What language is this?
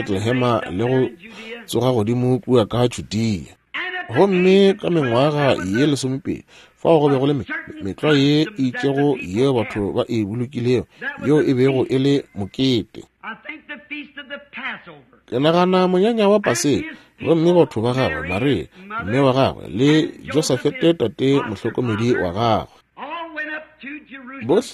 Northern Sotho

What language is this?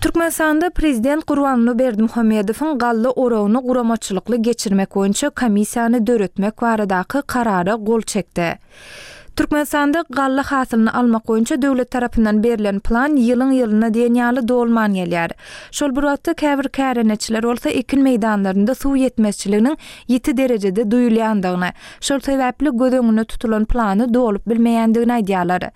Turkmen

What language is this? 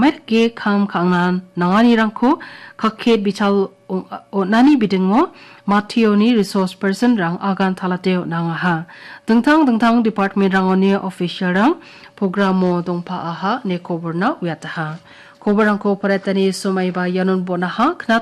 Garo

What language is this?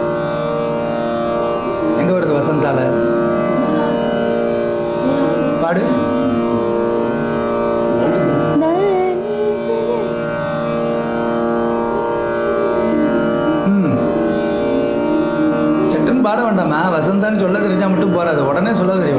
Tamil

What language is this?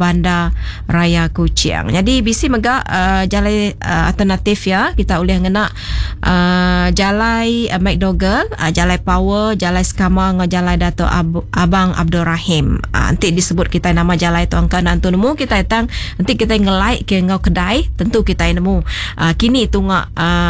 Iban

